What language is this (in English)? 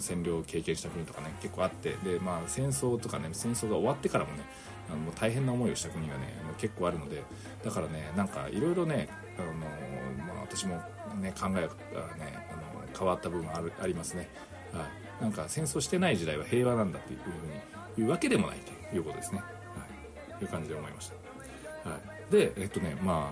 Japanese